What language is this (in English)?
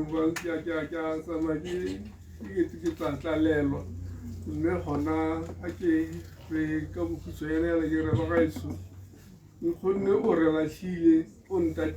Tswana